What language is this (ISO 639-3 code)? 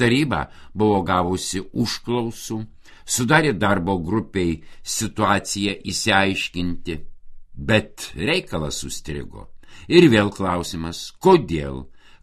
lit